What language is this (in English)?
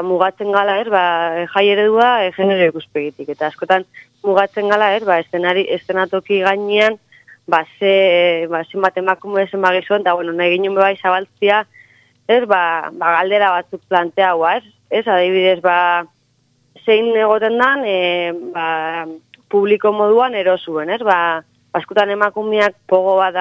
Basque